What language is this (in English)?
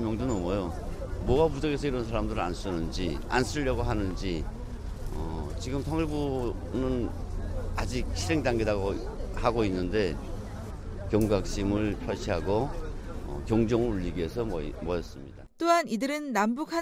Korean